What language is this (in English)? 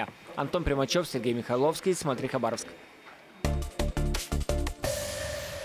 Russian